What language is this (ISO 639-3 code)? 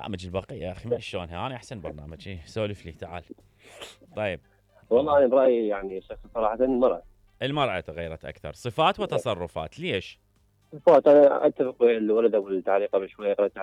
acm